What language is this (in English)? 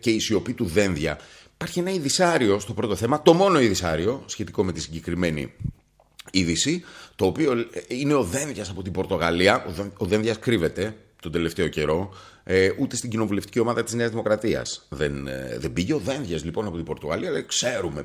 Greek